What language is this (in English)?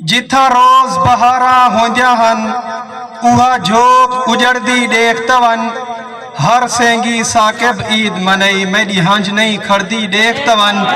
Saraiki